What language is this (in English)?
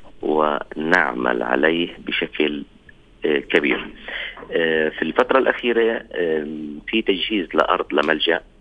North Levantine Arabic